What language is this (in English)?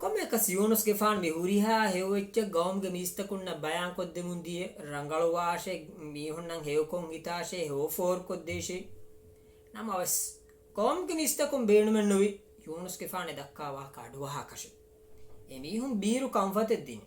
Divehi